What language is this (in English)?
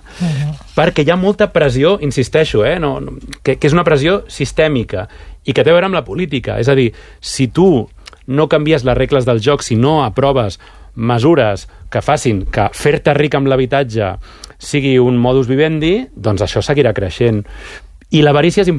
Catalan